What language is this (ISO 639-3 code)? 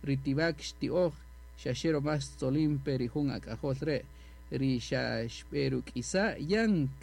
cak